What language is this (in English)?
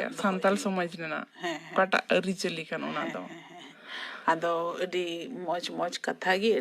Santali